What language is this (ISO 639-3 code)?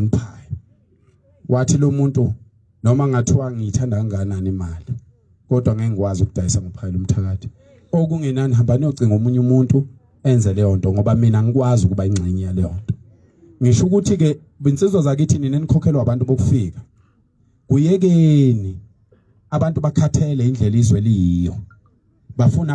zul